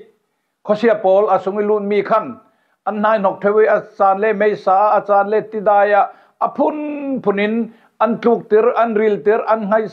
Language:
Falam Chin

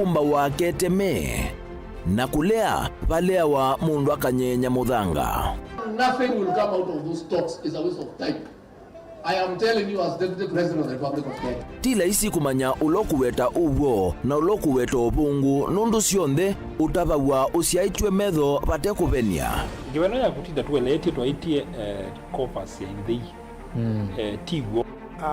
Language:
Kamba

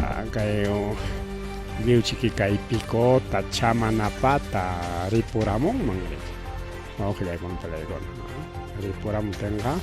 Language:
Ayacucho Quechua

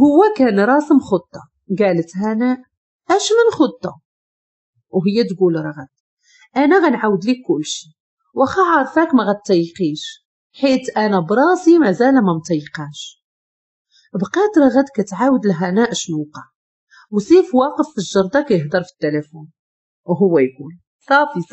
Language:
Moroccan Arabic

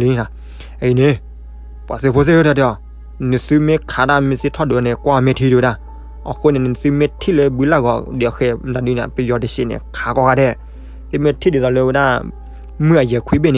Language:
S'gaw Karen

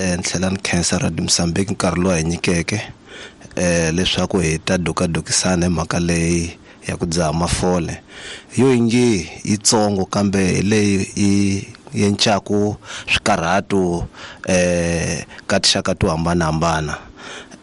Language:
Tsonga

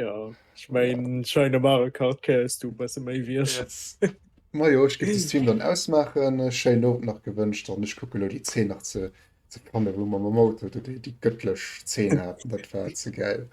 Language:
Luxembourgish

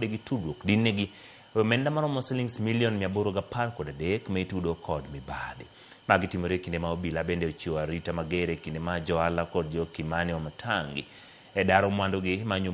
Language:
Luo (Kenya and Tanzania)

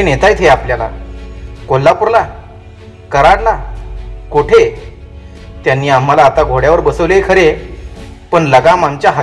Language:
Marathi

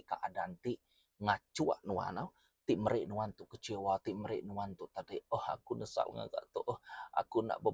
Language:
Iban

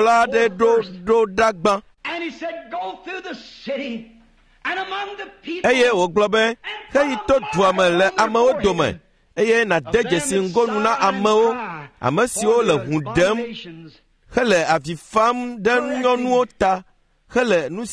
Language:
Ewe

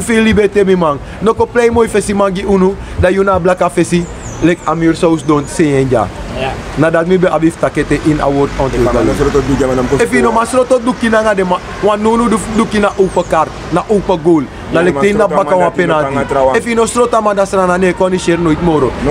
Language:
Sranan Tongo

